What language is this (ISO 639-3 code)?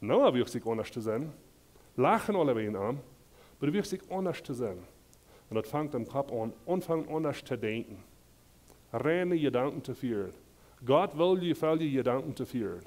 pdt